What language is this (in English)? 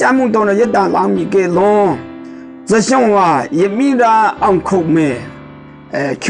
Maru